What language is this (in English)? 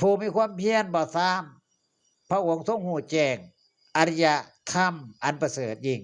Northeastern Thai